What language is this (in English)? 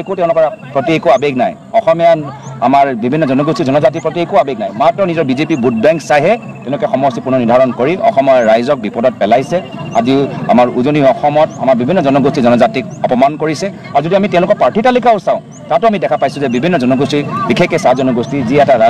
Assamese